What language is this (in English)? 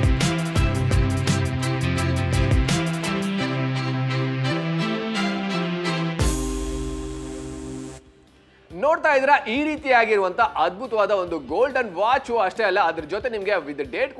Kannada